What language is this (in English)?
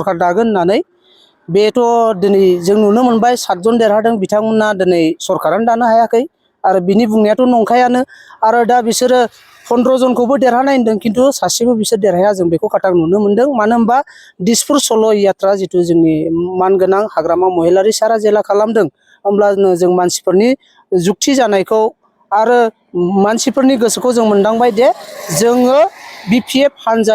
Bodo